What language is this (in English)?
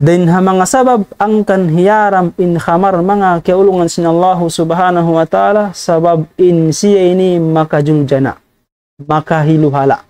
Tausug